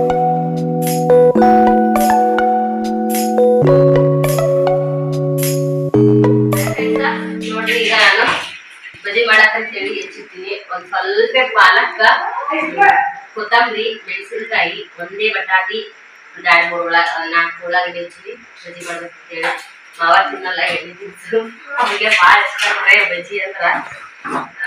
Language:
Kannada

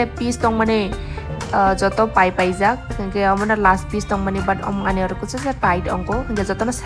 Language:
Kok Borok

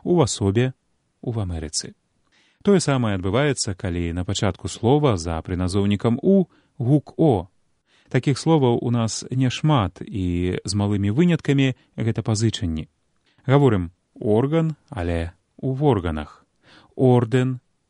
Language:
Belarusian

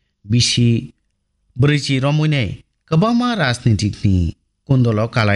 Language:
Kok Borok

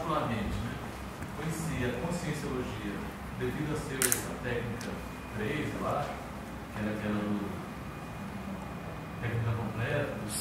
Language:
Portuguese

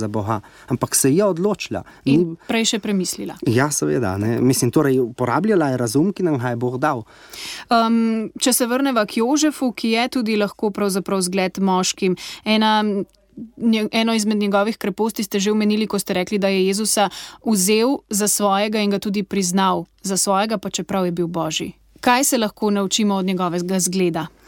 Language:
Slovenian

